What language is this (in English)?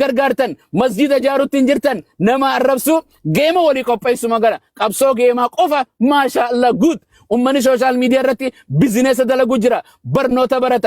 Oromo